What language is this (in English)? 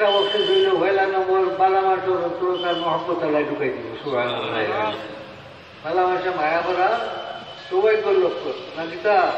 Sylheti